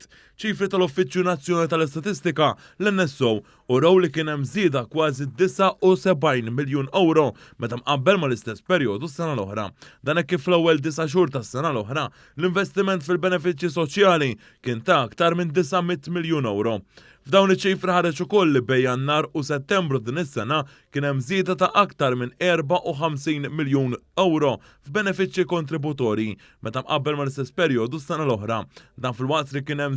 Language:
Maltese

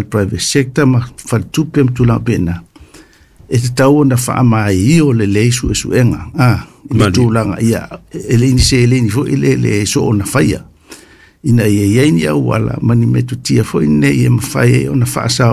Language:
Samoan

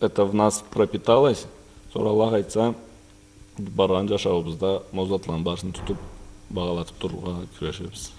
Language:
Karachay-Balkar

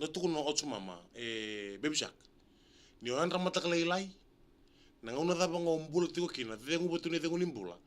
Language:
Fijian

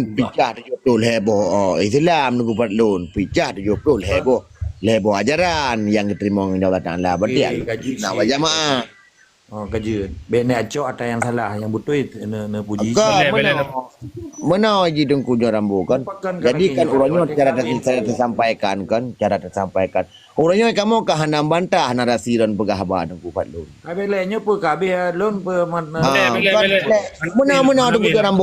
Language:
Achinese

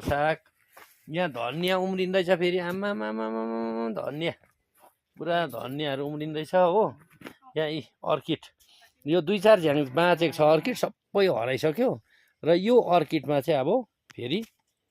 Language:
Nepali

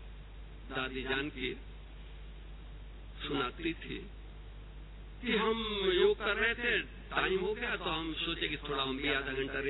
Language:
Hindi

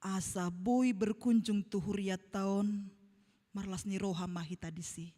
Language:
Batak Toba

